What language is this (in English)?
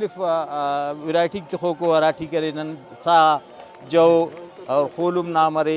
Brahui